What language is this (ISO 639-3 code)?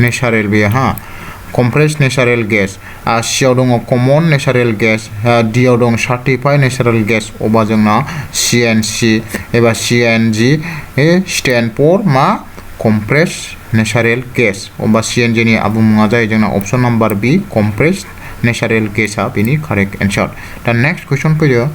brx